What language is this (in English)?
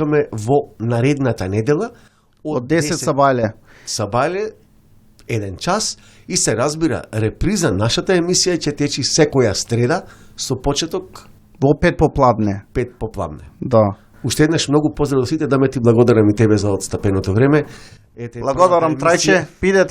Macedonian